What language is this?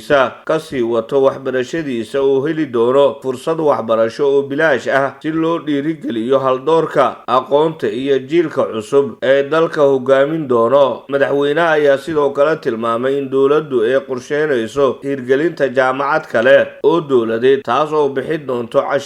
Somali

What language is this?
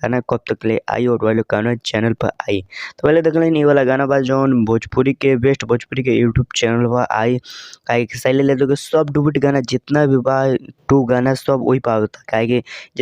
Bhojpuri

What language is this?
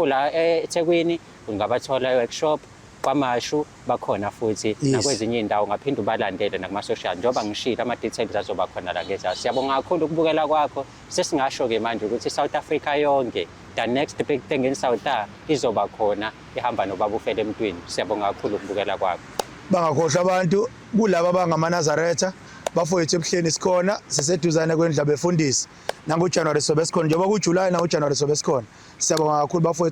Zulu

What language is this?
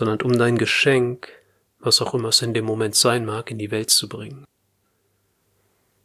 German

